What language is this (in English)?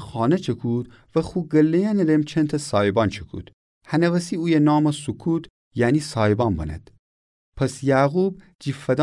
Gilaki